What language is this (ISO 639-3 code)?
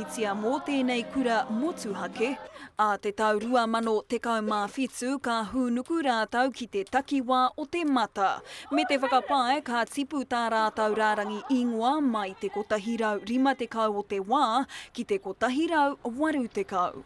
mri